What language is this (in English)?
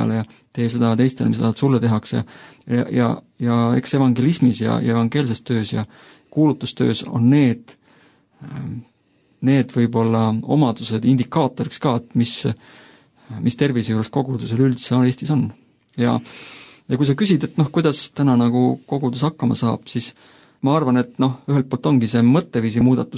Estonian